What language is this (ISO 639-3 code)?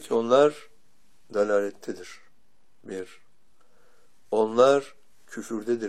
tur